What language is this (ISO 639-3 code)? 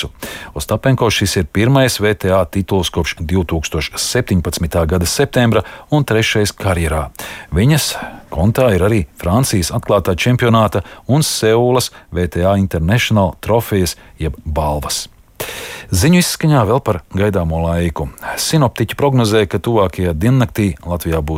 lav